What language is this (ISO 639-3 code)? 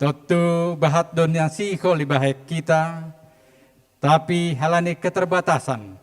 bts